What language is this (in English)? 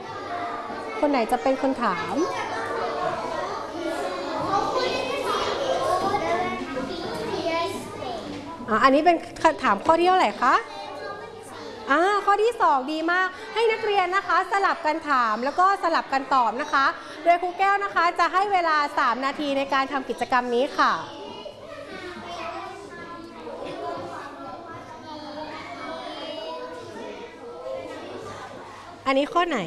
Thai